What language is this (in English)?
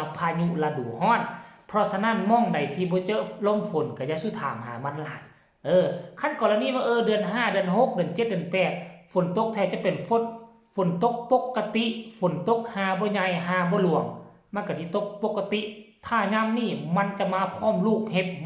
Northeastern Thai